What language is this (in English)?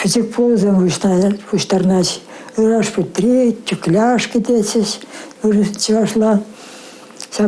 Chuvash